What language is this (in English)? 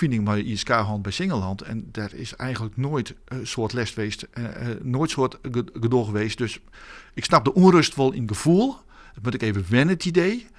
Western Frisian